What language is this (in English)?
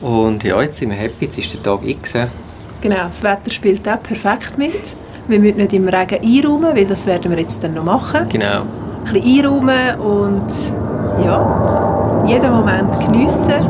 Swiss German